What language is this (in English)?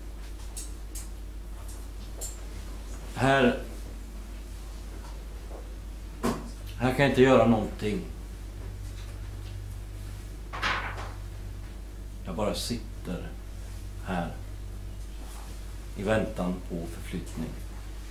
Swedish